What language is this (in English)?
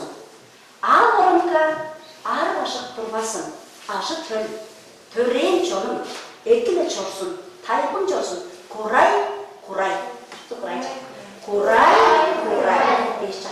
Tuvinian